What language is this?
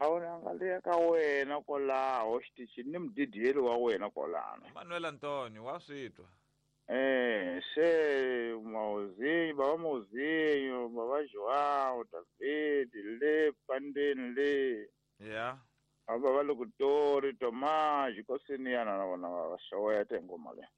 Tsonga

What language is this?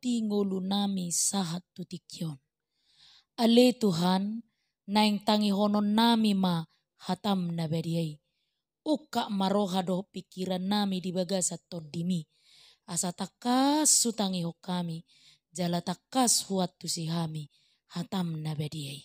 Batak Toba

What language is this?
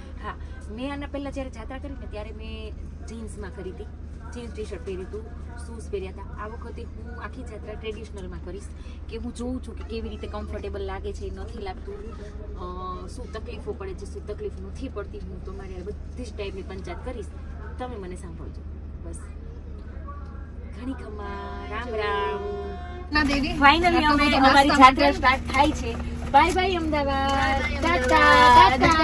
Gujarati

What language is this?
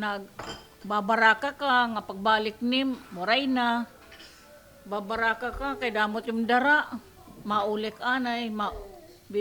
Waray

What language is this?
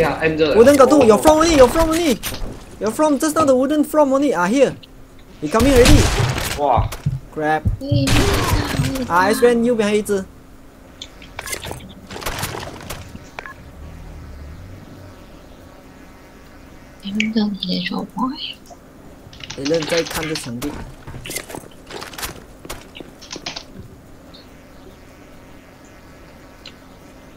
Chinese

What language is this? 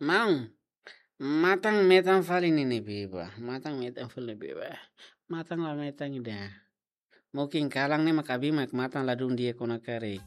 Tetum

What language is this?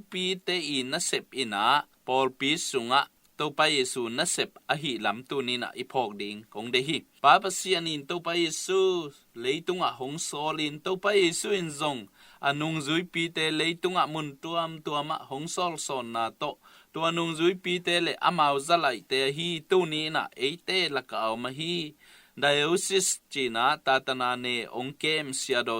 Tedim Chin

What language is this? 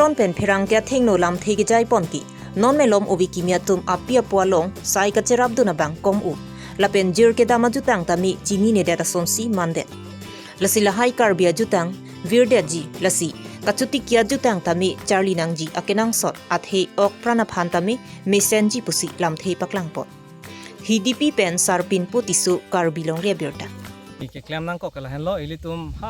Karbi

